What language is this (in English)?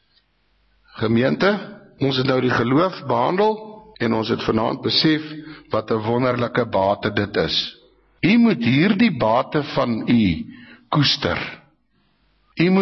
Afrikaans